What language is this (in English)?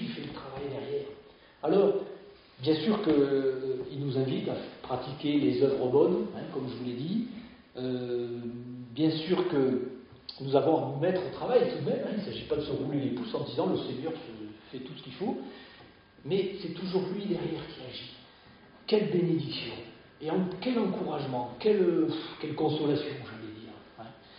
French